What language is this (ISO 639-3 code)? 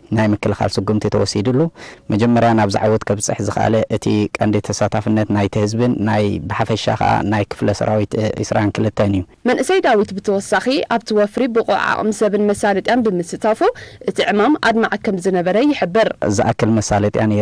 tir